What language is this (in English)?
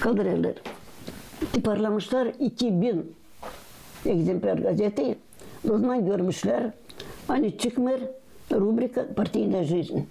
Gagauz